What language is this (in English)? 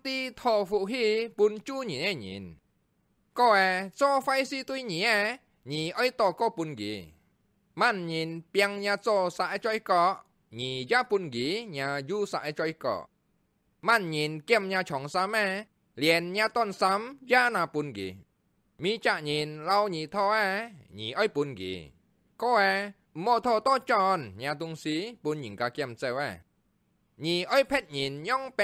Hakka Chinese